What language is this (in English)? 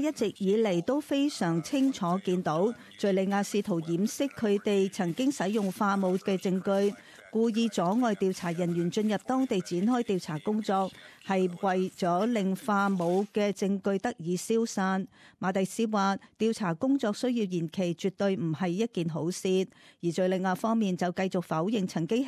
Cantonese